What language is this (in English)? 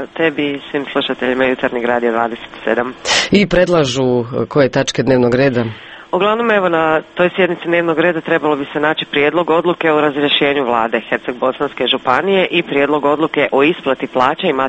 Croatian